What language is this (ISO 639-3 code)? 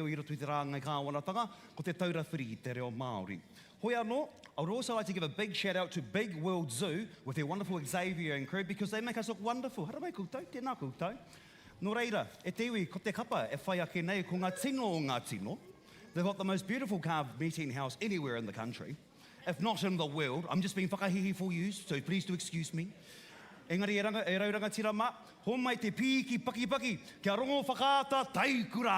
mri